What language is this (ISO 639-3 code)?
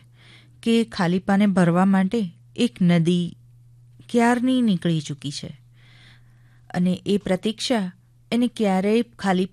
guj